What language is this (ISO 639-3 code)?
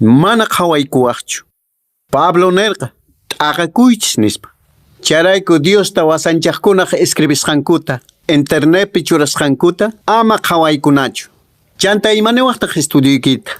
que